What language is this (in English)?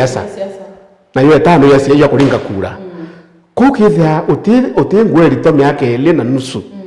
Meru